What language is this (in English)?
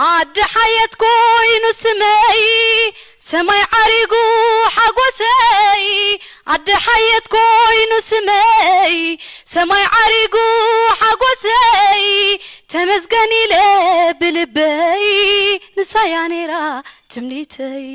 Tigrinya